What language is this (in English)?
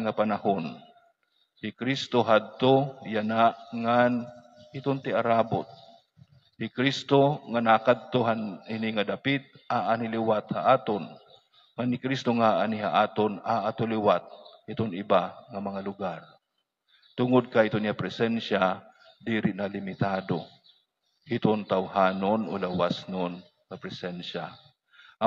Waray